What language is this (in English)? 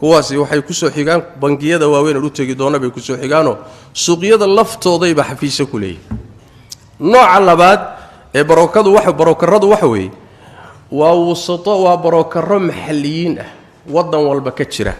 Somali